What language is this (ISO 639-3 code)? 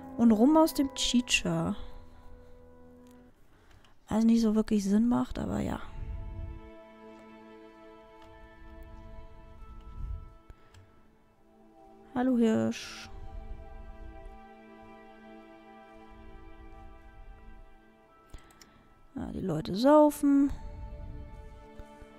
deu